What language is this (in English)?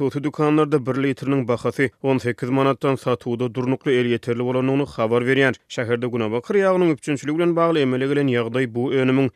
Turkmen